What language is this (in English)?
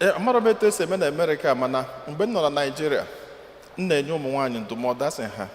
Igbo